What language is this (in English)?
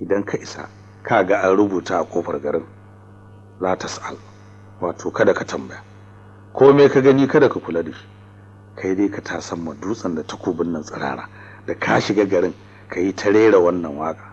Hausa